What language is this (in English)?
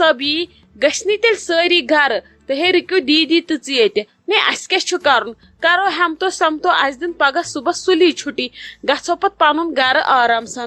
Kashmiri